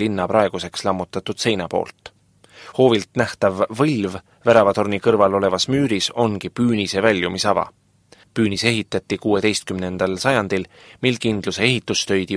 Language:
Estonian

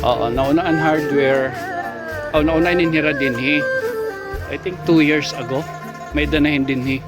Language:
Waray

